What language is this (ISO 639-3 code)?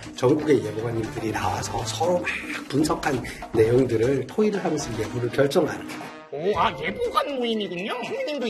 kor